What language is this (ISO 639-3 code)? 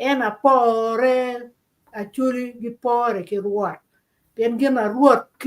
ach